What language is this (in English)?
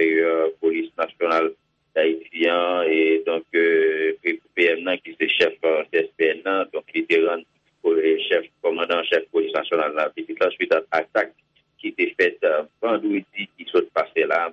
Haitian Creole